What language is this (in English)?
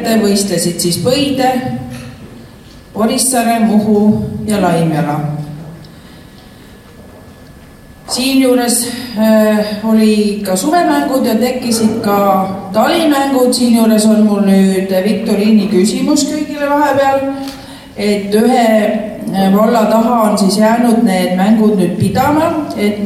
Estonian